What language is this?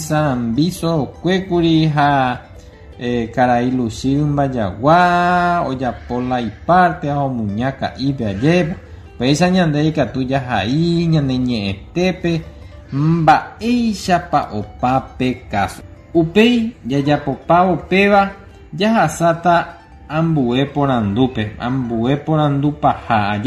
Guarani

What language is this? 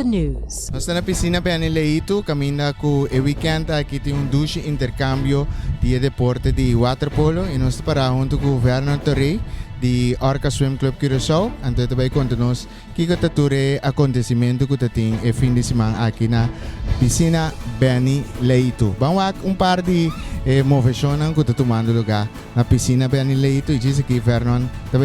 Papiamento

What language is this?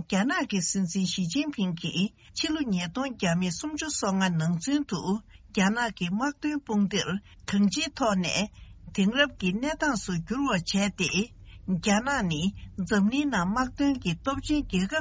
Tibetan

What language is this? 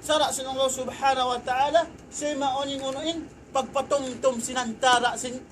Tausug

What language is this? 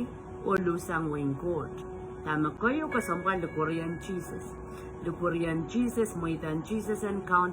Pohnpeian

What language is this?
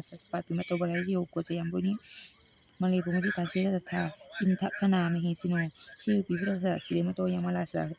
Pali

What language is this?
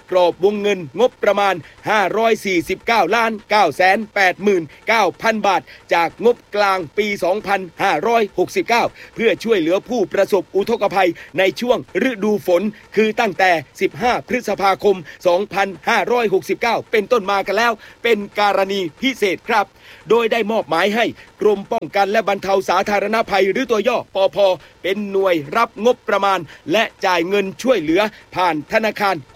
Thai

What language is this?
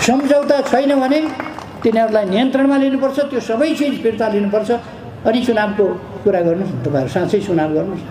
Nepali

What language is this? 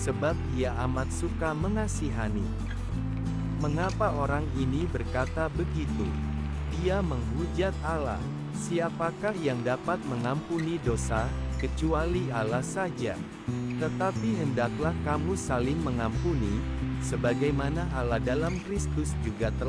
Indonesian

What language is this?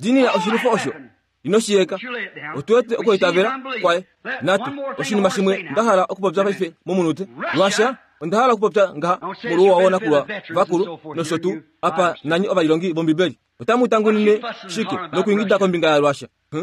Kuanyama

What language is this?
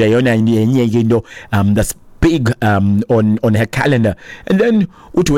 Xhosa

